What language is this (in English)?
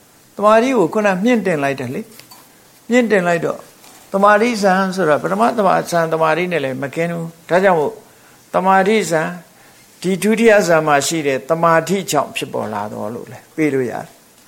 Burmese